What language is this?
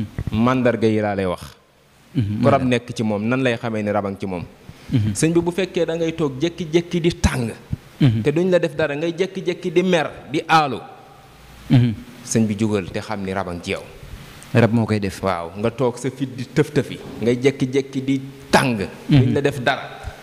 Wolof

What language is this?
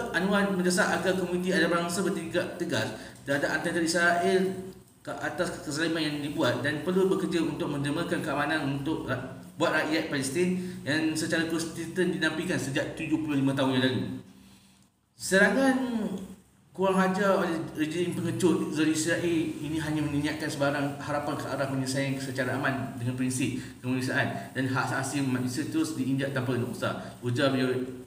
Malay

